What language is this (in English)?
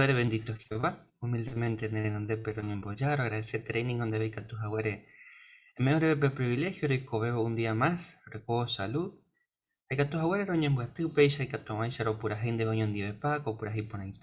Guarani